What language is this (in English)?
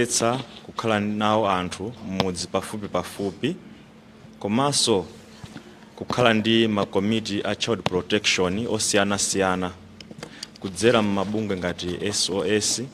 Nyanja